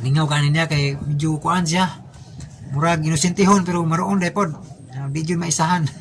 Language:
Cebuano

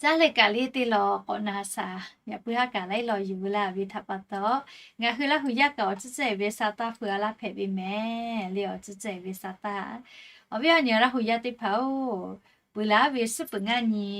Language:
Lahu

